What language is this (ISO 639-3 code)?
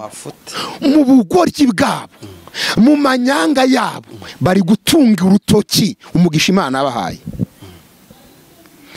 kin